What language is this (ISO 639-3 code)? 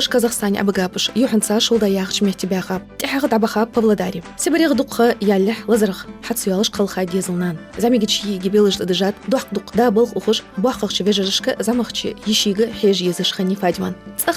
inh